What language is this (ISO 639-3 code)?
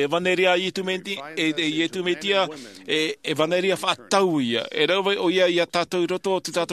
tah